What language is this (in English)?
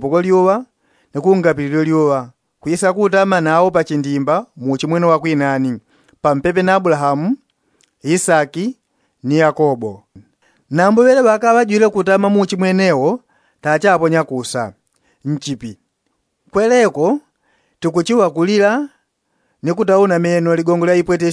Yao